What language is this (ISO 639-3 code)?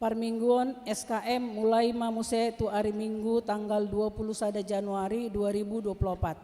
bbc